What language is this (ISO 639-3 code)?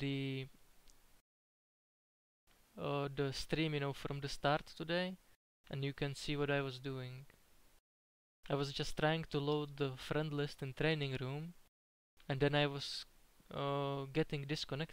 eng